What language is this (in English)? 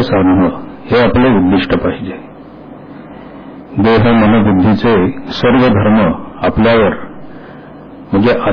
Marathi